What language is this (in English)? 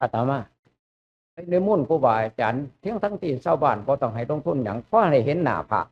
Lao